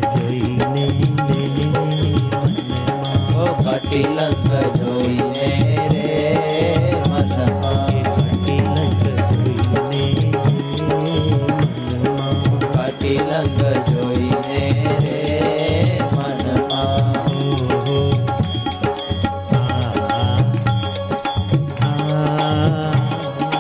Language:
Gujarati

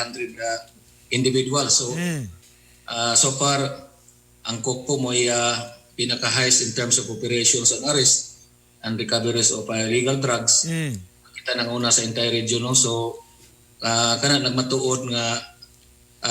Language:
Cebuano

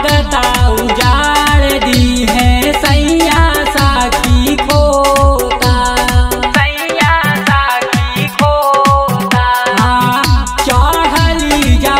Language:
Bhojpuri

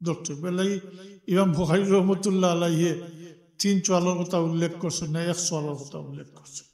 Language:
Sylheti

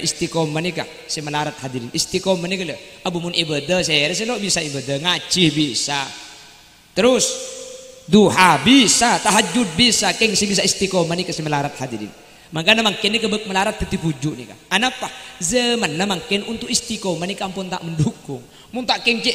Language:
Madurese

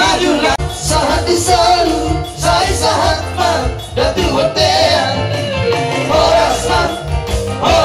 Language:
Batak Toba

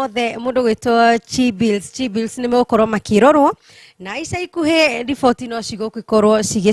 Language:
Kikuyu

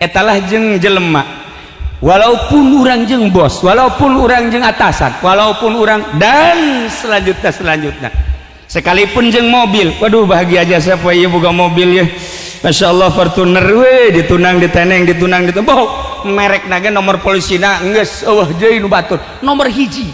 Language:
Sundanese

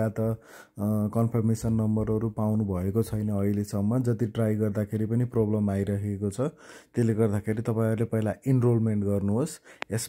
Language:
Nepali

